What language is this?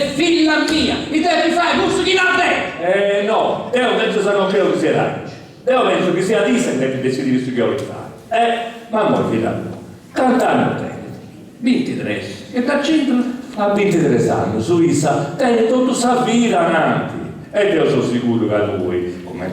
Sardinian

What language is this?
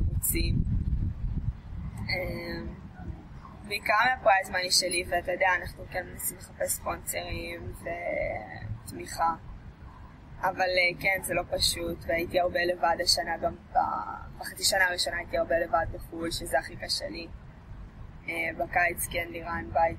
Hebrew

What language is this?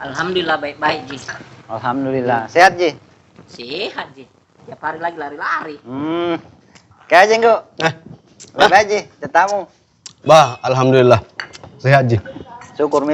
Makassar Malay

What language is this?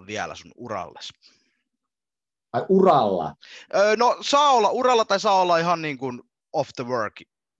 Finnish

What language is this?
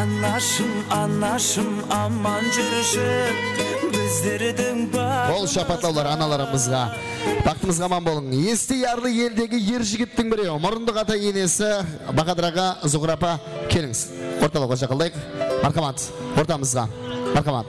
Kara-Kalpak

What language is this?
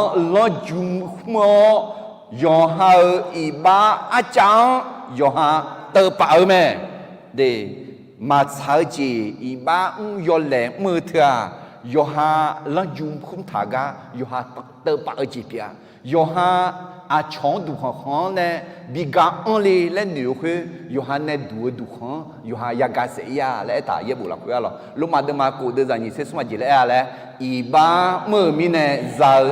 Akha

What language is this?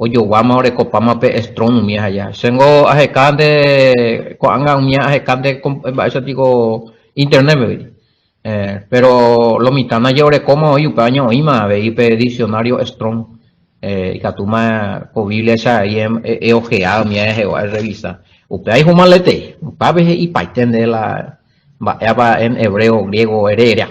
Guarani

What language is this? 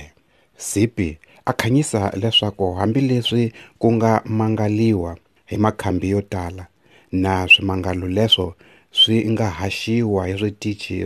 Tsonga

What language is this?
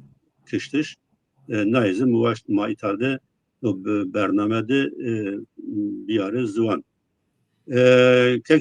Zaza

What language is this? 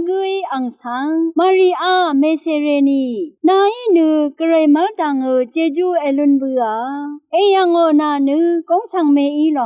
Rawang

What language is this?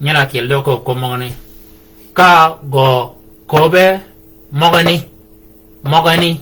Shilluk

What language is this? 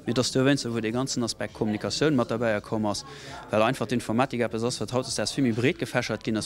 Luxembourgish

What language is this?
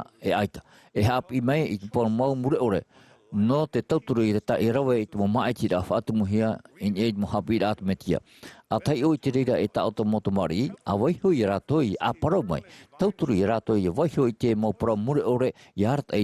Tahitian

